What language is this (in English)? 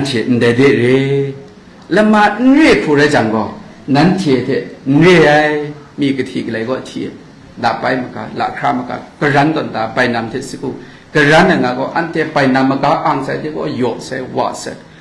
Kachin